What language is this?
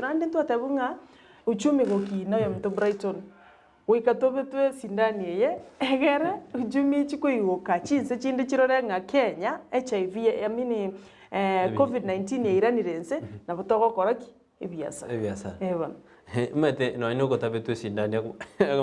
Gusii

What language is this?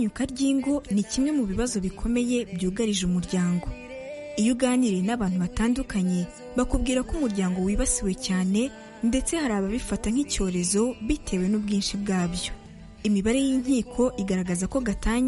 Kinyarwanda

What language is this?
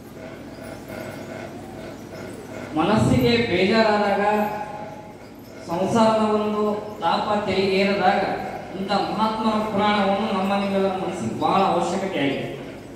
Kannada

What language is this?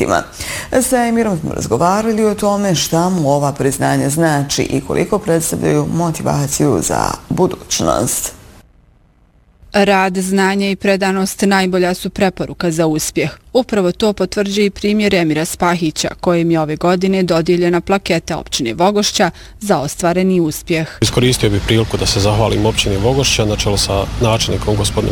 Bosnian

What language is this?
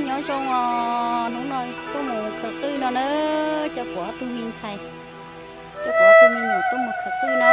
Hmong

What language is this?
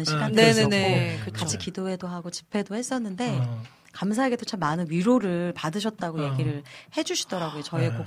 Korean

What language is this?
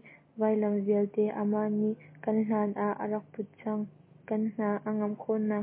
Hakha Chin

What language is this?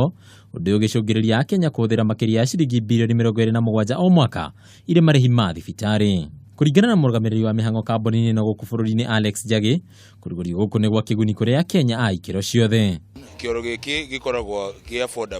Kikuyu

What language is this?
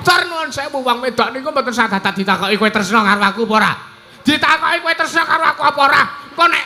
Javanese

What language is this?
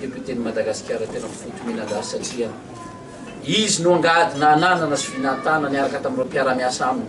Malagasy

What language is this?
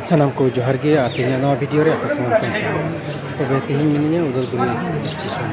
Santali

